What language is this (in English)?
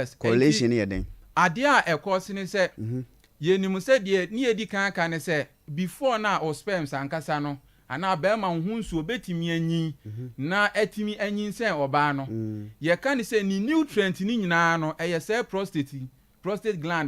Akan